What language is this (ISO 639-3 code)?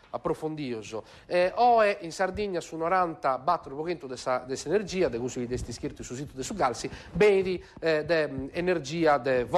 srd